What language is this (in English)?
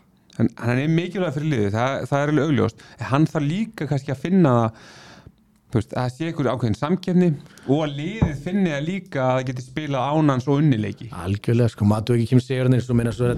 Icelandic